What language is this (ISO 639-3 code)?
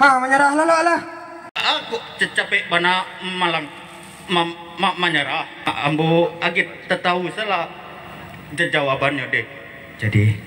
min